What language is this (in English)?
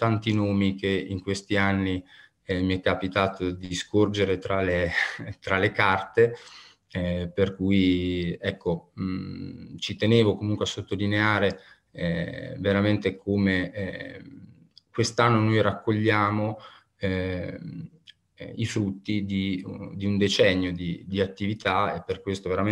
Italian